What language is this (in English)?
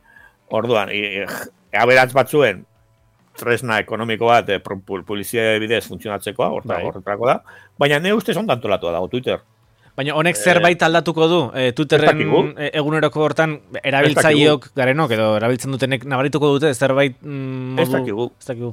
Basque